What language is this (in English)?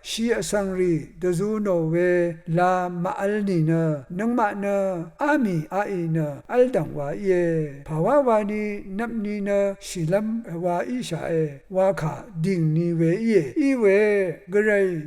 Rawang